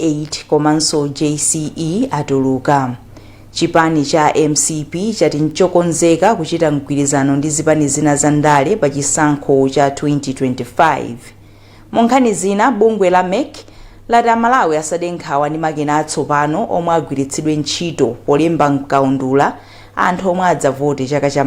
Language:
Nyanja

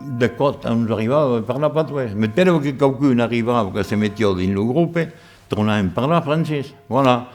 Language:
Occitan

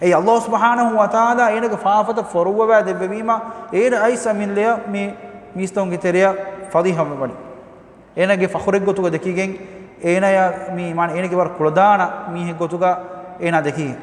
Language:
Divehi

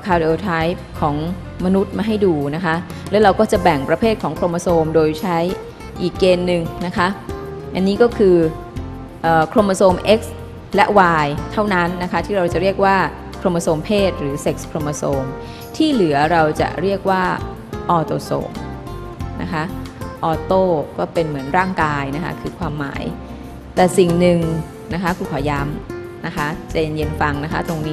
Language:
Thai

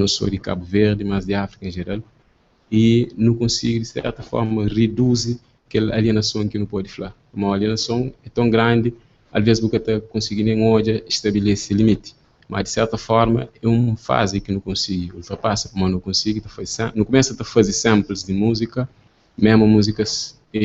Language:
Kabuverdianu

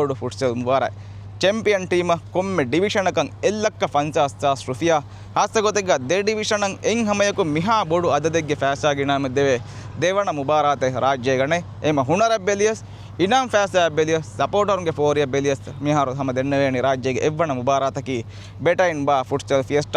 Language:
Divehi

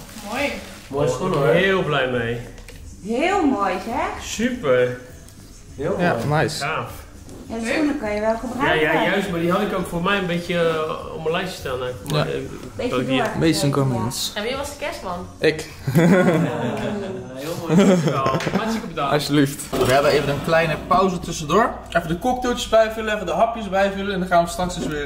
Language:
Dutch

